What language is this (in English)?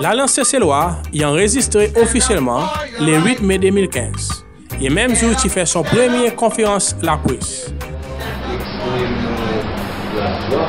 Seselwa Creole French